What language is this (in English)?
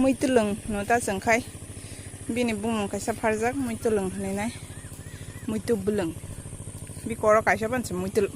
Kok Borok